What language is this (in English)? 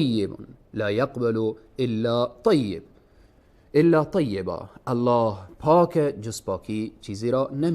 Persian